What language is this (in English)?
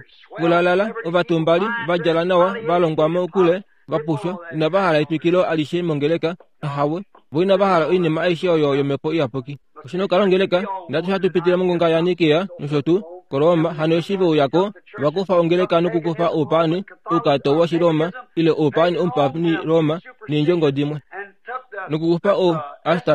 Kuanyama